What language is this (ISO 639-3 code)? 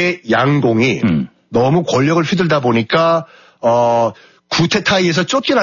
kor